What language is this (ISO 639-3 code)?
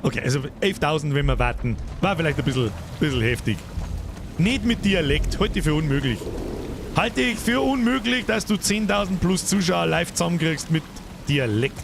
bar